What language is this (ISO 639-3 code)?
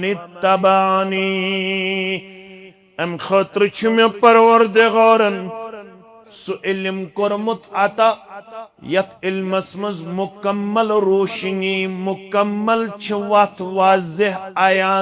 kas